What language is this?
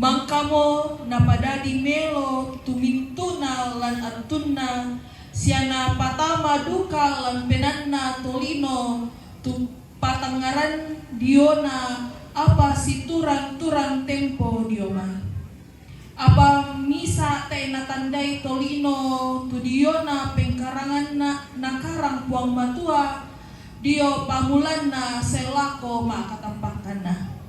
Toraja-Sa'dan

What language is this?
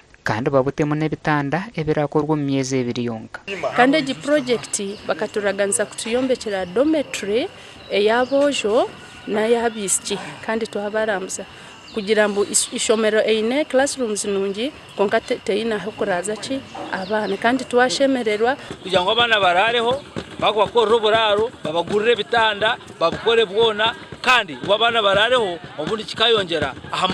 Nyankole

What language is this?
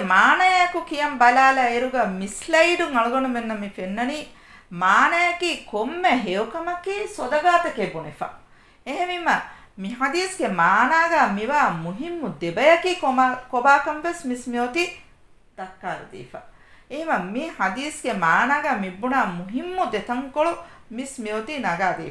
Divehi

